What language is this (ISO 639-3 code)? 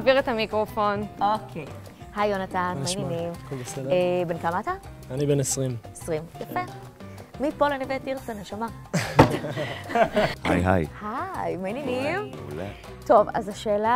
heb